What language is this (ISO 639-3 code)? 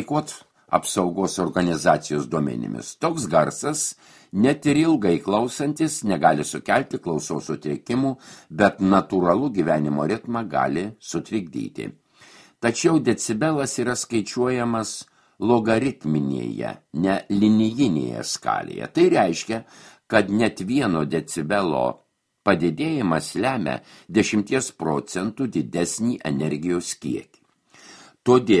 lit